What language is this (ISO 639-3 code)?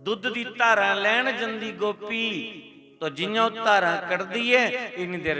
doi